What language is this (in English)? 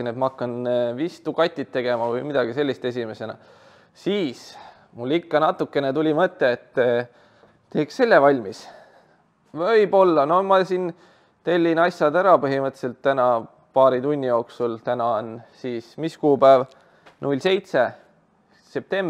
Estonian